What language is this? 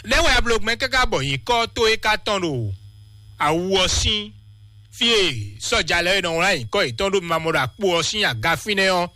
Fon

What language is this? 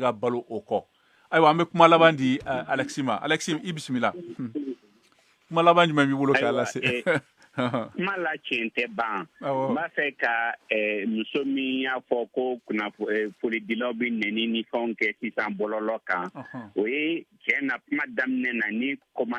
Bambara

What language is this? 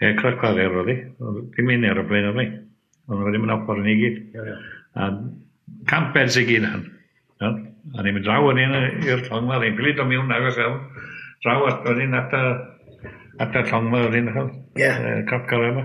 Welsh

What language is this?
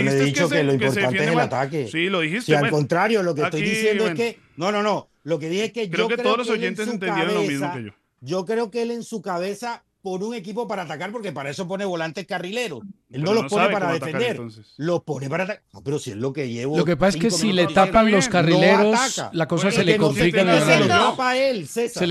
Spanish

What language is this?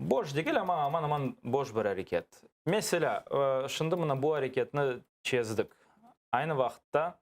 Crimean Tatar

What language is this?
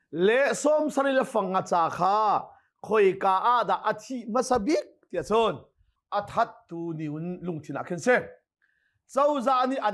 Hakha Chin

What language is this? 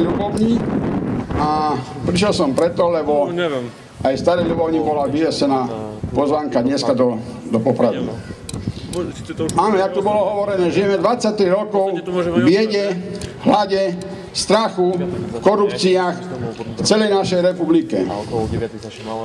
Slovak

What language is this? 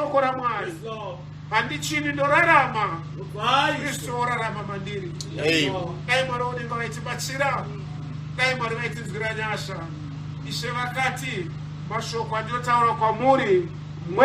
Shona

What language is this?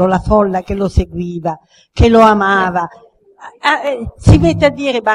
Italian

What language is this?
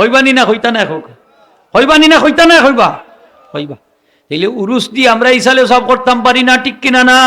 Sylheti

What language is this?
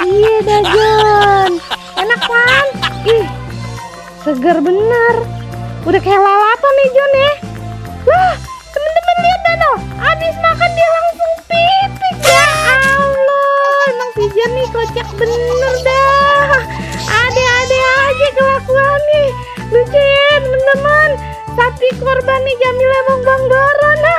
Betawi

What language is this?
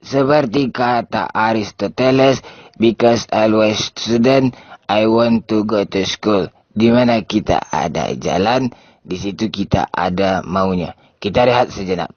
Minangkabau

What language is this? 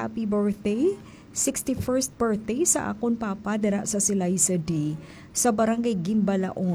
Hiligaynon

